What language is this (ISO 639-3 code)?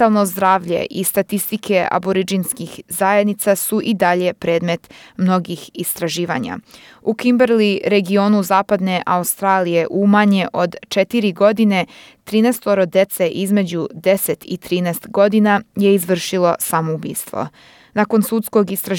srp